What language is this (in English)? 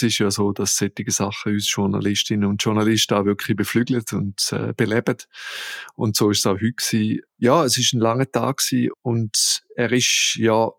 German